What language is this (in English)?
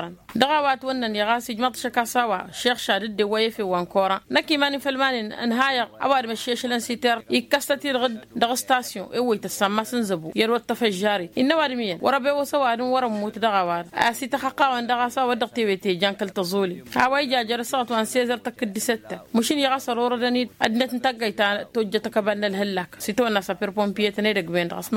Tamasheq